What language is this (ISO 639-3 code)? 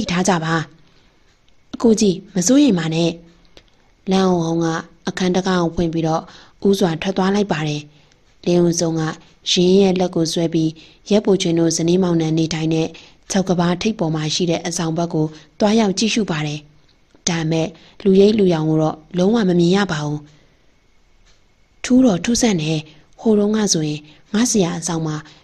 mya